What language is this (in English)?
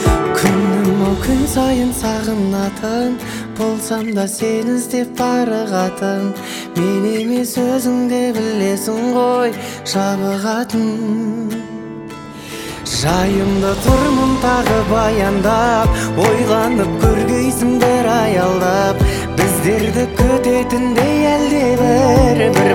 Kazakh